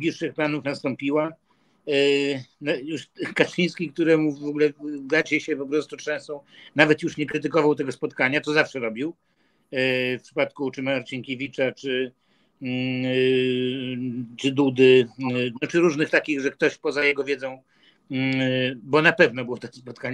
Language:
Polish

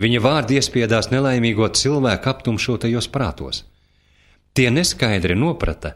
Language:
Latvian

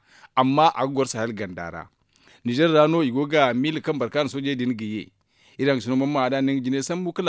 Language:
Zarma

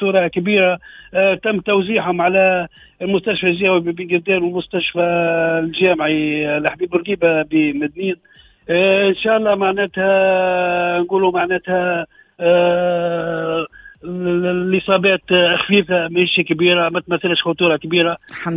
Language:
Tunisian Arabic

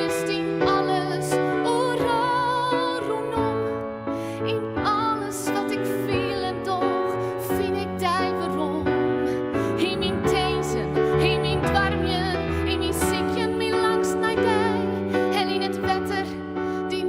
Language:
Western Frisian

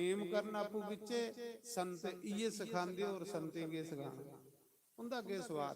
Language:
Dogri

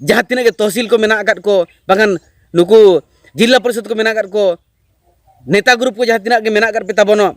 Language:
Santali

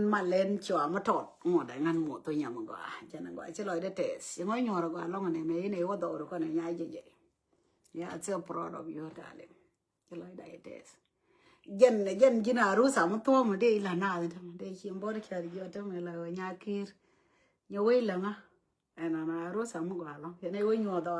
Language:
Nuer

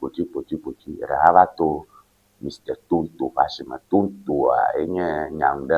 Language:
Ewe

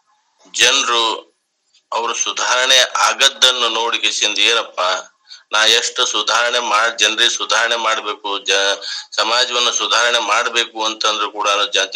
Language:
Kannada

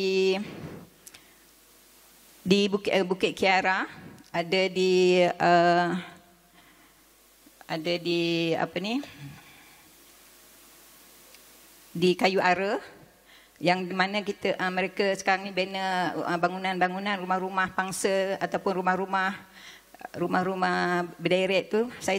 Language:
Malay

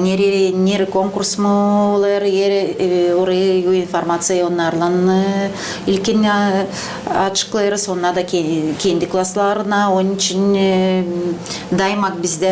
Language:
Gagauz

